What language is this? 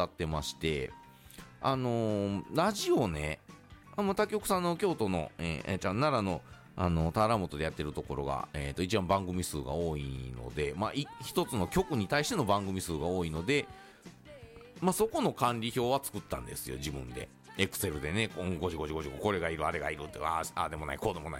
Japanese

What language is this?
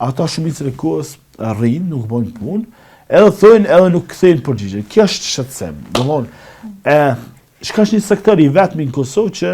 Albanian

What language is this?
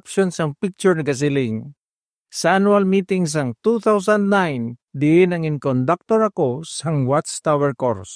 Hiligaynon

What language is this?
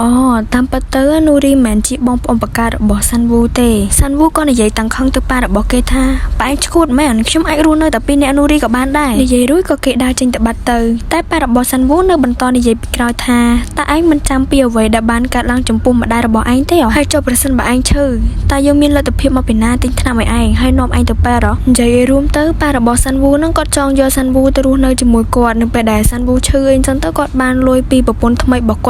Khmer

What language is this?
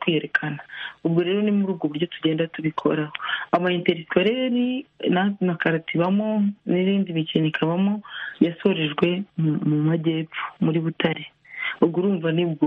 Kinyarwanda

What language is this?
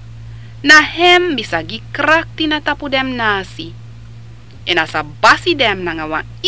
Sranan Tongo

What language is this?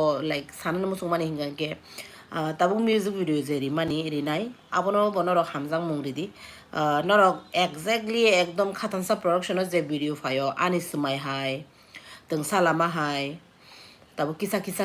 Kok Borok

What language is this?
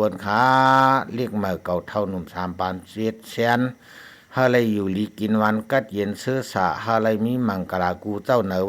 Shan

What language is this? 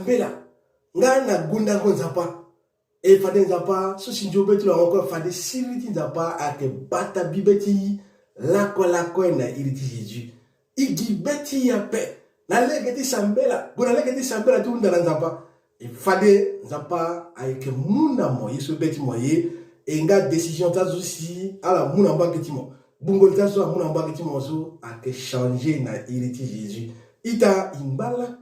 Sango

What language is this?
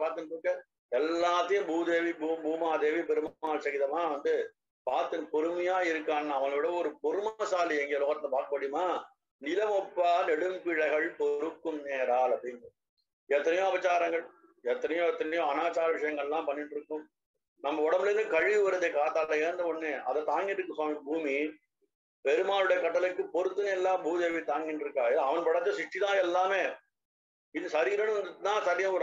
Tamil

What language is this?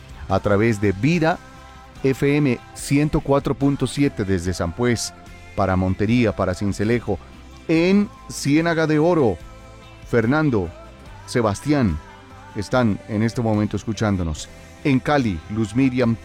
Spanish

